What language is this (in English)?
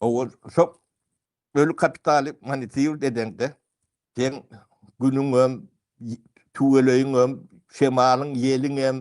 Turkmen